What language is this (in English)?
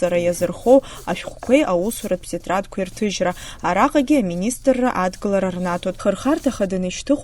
Abkhazian